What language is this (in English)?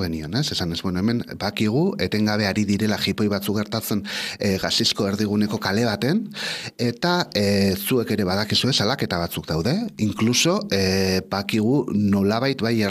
Basque